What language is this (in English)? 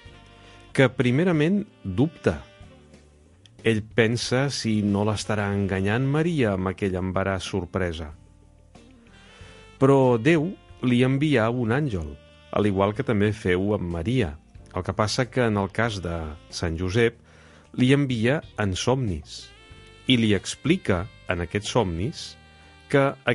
Catalan